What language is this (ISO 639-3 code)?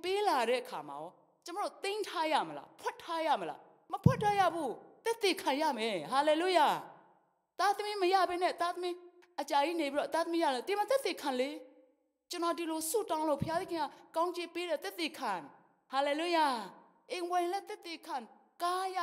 mya